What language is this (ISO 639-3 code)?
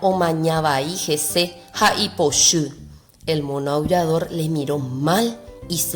grn